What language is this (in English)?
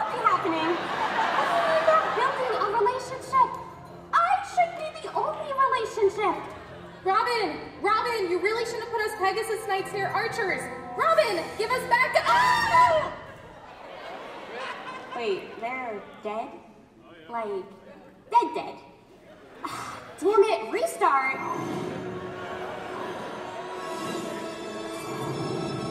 English